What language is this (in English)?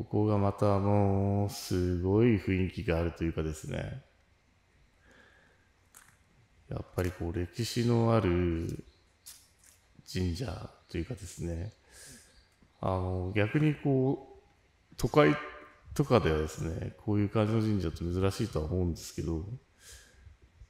Japanese